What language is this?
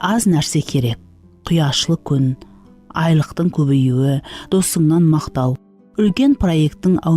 Kara-Kalpak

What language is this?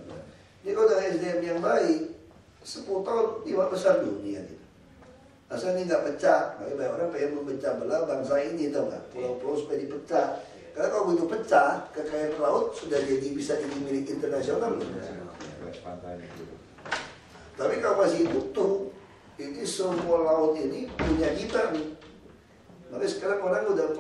Indonesian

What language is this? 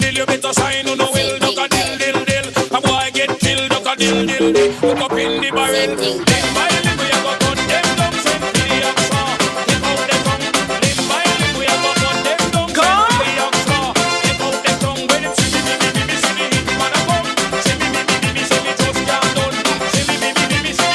Tongan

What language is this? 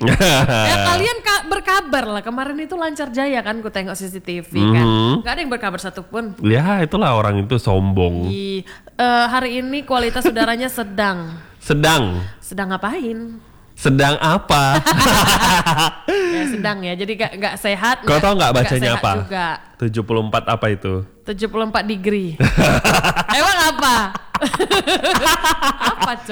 Indonesian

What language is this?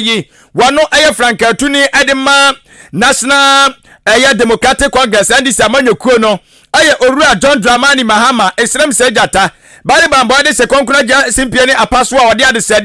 Akan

